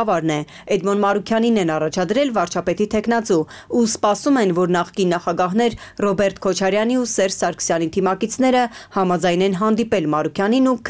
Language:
Armenian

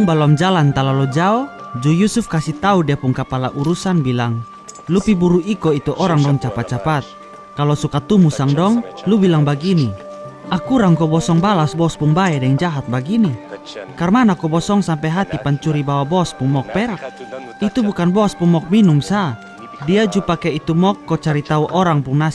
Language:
Kupang Malay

